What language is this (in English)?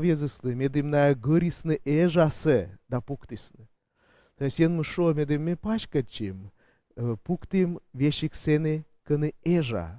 Komi